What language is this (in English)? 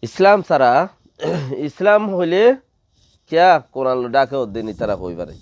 Rohingya